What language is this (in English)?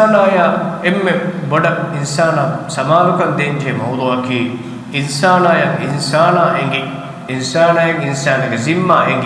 Divehi